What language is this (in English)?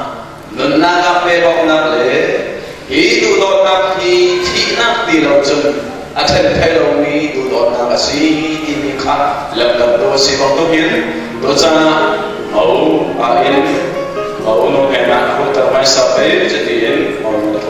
Falam Chin